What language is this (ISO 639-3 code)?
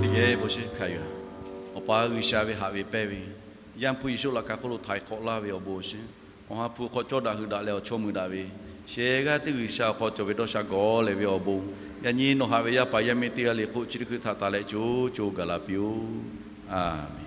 lhu